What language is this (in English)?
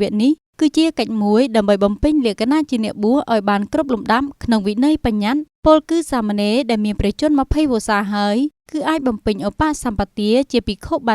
Khmer